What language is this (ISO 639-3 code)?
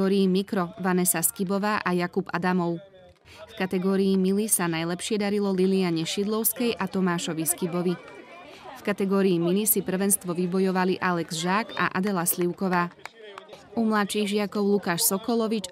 slk